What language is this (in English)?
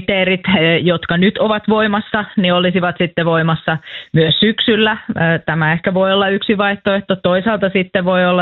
Finnish